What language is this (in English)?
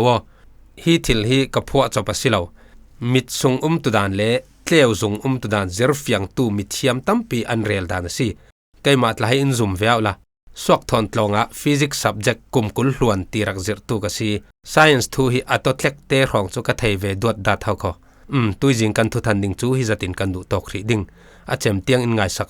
Falam Chin